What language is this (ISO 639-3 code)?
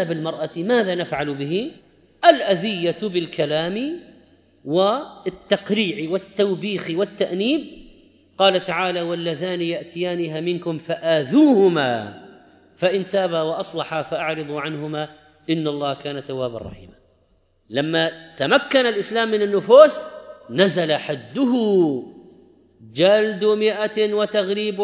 ara